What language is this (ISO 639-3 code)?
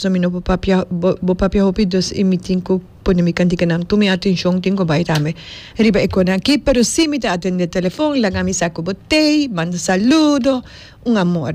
pap